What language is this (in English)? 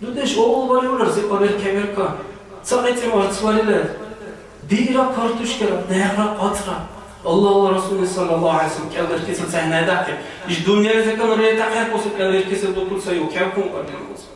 Dargwa